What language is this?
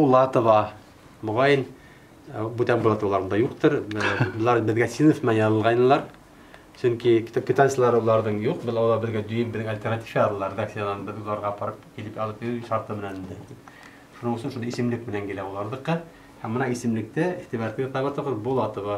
Bashkir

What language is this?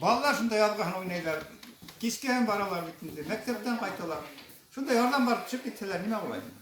Bashkir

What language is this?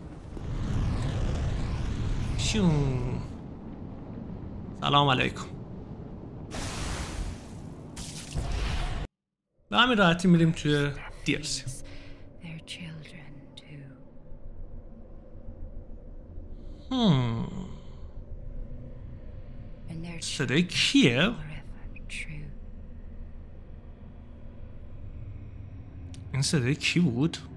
Persian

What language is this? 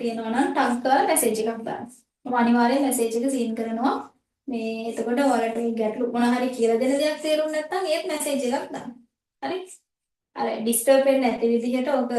Sinhala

